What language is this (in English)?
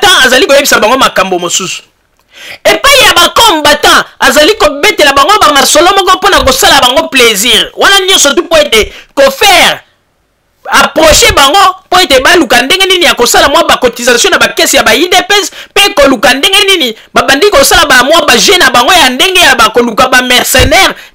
Lingala